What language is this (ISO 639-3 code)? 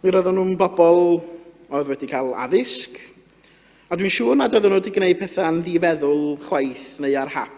cym